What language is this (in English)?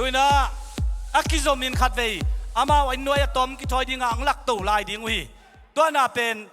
Tedim Chin